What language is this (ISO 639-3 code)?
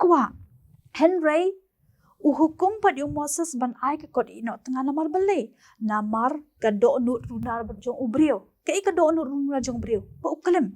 kha